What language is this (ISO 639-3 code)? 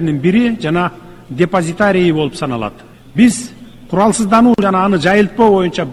kir